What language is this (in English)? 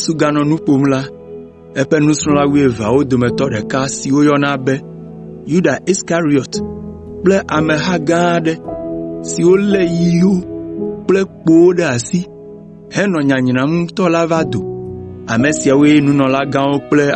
Ewe